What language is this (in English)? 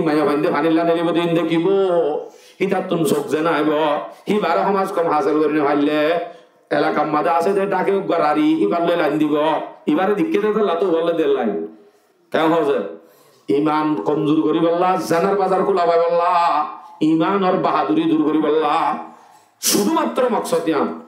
Rohingya